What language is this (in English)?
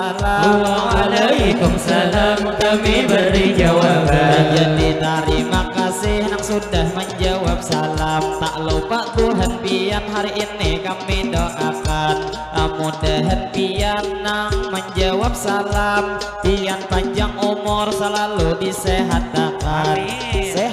Banjar